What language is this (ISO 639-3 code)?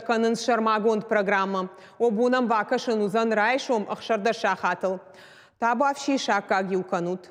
oss